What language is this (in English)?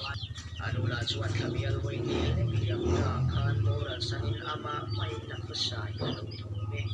Mizo